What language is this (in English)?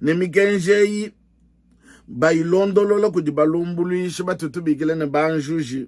Luba-Lulua